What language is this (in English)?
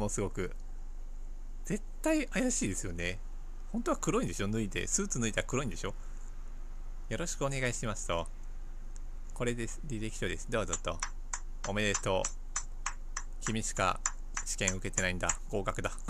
Japanese